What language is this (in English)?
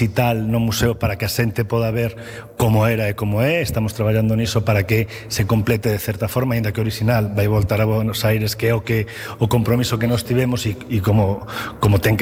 Galician